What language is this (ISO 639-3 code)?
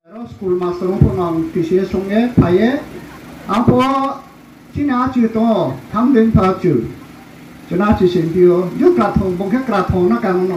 ria